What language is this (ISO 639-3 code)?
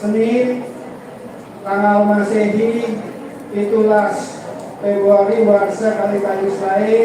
ban